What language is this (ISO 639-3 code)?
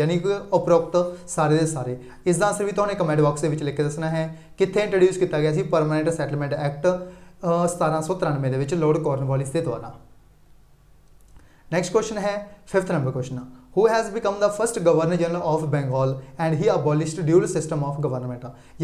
pan